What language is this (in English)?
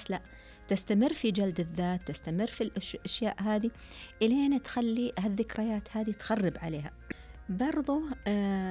Najdi Arabic